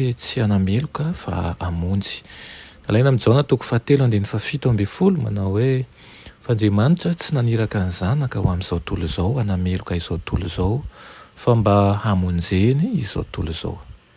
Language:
Malagasy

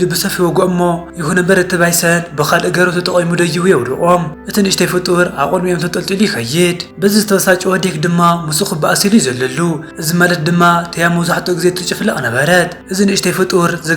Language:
Tigrinya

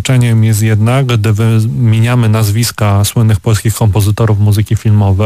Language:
Polish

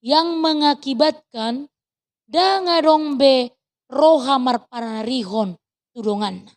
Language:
Batak Toba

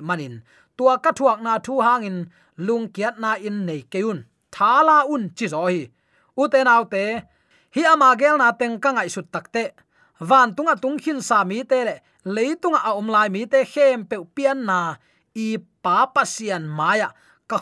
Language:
Tedim Chin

